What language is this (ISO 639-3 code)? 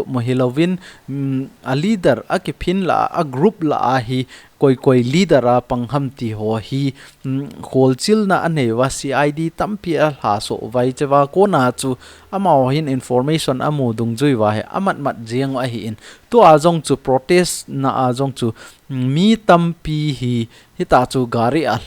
tcz